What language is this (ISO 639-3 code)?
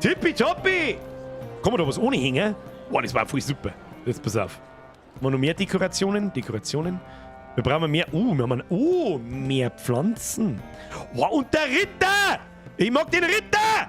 bar